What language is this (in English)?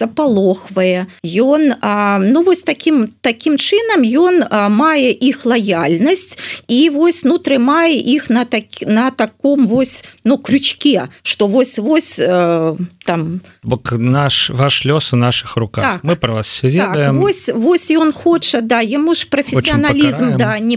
Belarusian